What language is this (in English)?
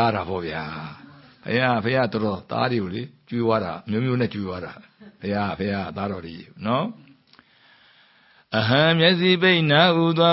Burmese